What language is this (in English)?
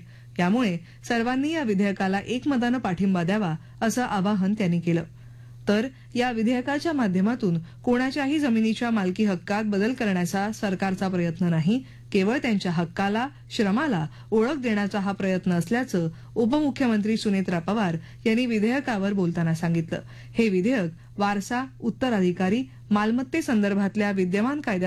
Marathi